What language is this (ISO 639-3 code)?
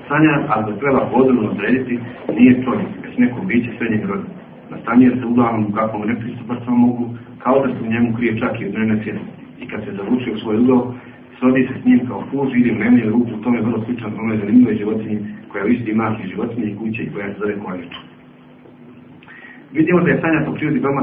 bos